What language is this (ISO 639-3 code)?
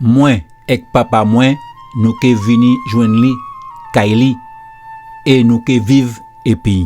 gcf